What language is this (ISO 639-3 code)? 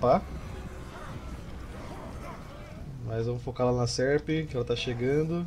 por